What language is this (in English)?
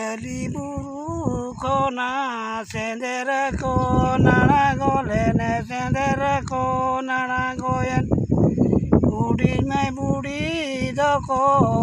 Santali